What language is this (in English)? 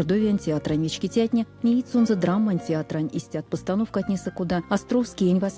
Erzya